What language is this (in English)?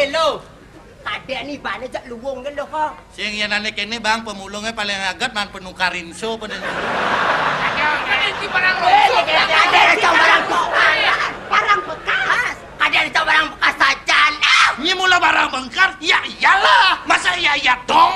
Balinese